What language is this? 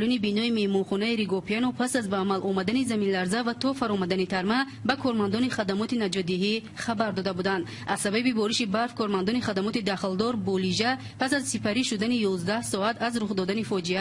Tajik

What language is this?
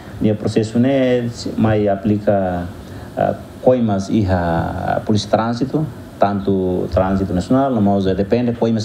Tetum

